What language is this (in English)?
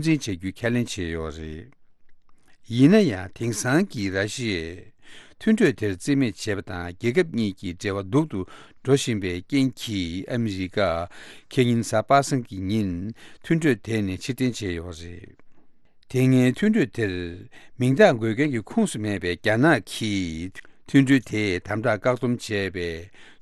Tibetan